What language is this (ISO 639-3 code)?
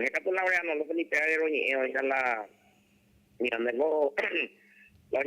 grn